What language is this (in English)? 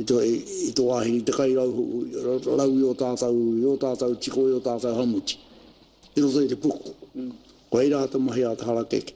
Māori